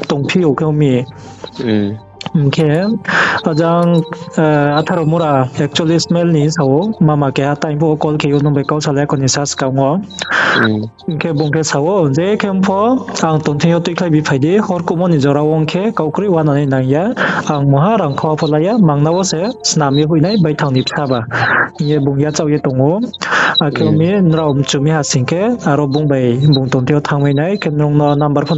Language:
Riang (India)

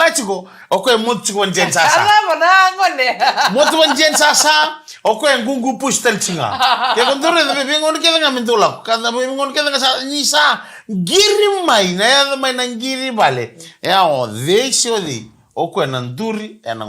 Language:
Fijian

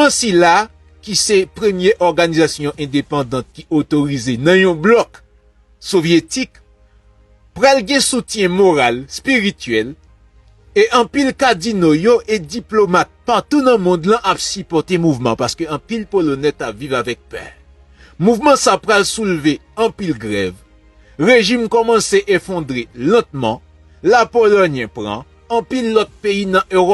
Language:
Haitian Creole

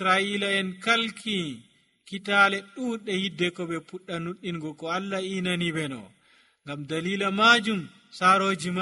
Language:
Nigerian Fulfulde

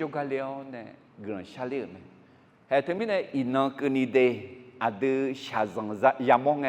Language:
Akha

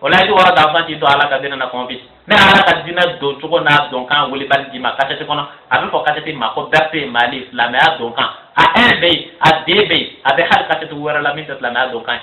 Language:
Bambara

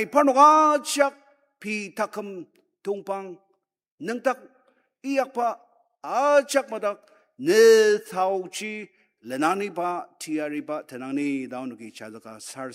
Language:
Ao Naga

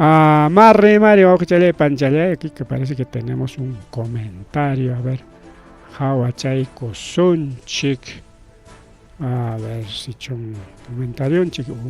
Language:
Ayacucho Quechua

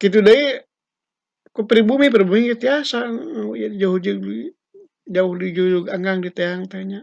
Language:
Sundanese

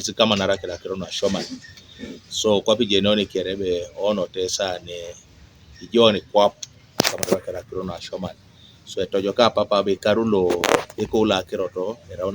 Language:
Teso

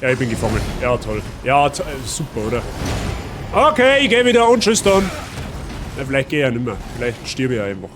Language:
Bavarian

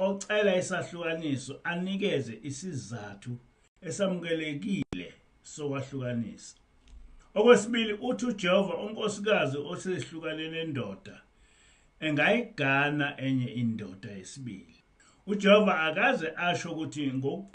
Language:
Zulu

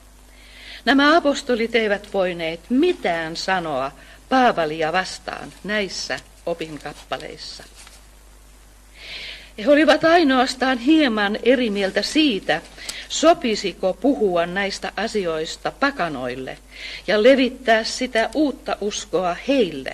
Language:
Finnish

